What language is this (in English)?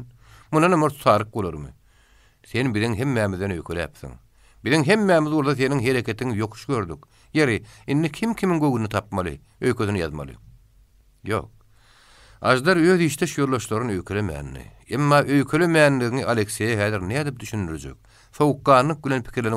Turkmen